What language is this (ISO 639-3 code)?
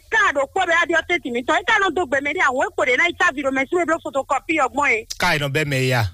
fon